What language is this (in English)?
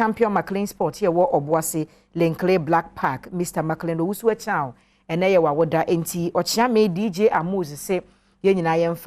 Akan